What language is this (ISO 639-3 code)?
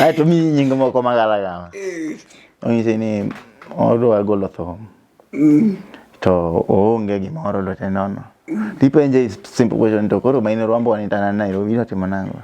luo